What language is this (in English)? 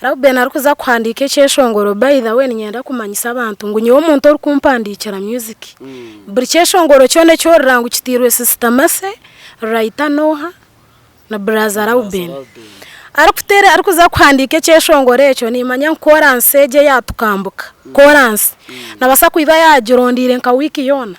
Nyankole